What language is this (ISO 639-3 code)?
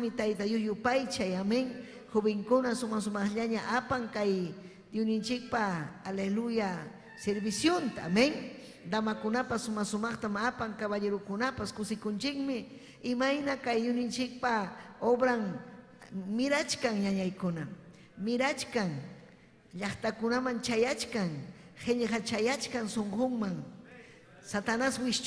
quy